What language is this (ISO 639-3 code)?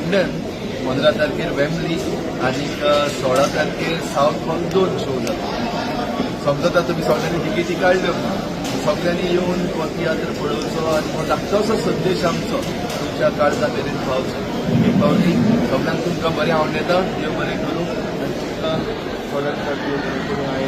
kok